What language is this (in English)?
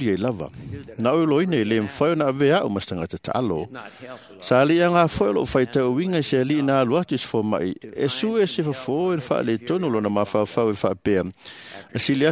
Samoan